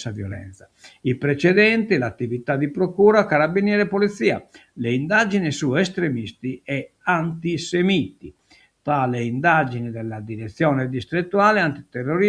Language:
Sardinian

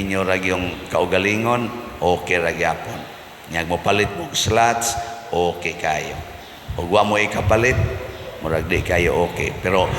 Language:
Cebuano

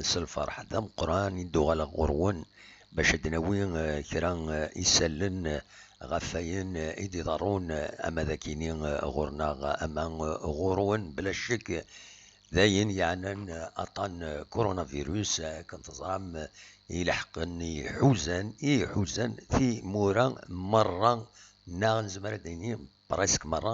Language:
Kabyle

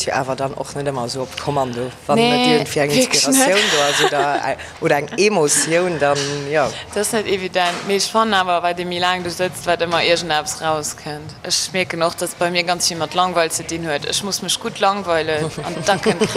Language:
Luxembourgish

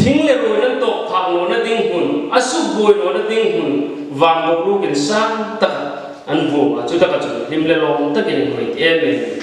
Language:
Hmar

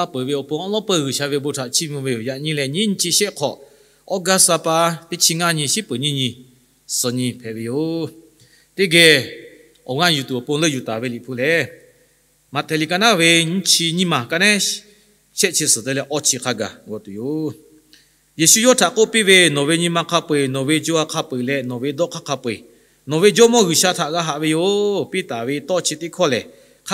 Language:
Lahu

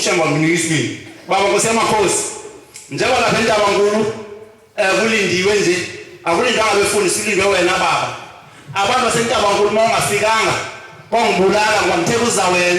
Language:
Zulu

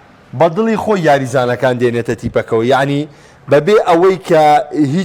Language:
Central Kurdish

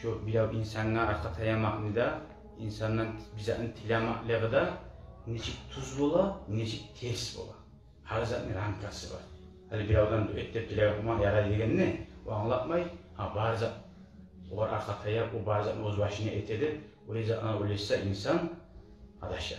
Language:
Kumyk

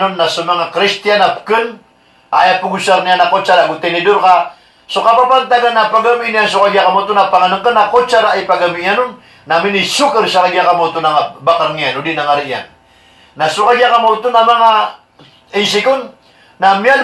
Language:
Maranao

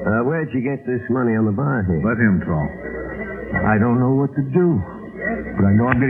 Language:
English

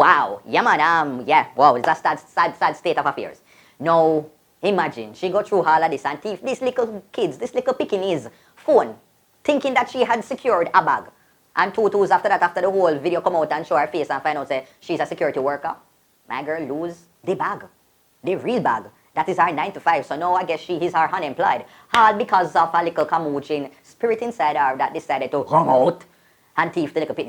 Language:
Jamaican Creole English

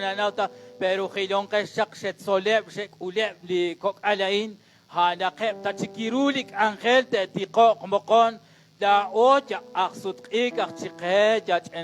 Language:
Kekchí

